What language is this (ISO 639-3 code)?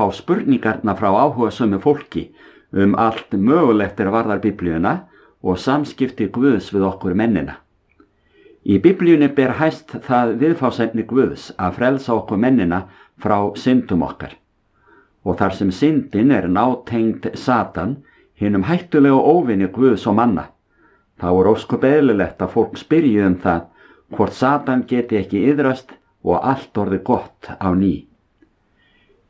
isl